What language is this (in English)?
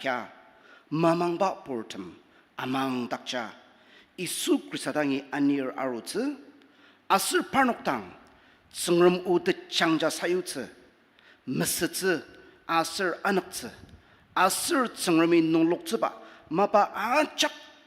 Ao Naga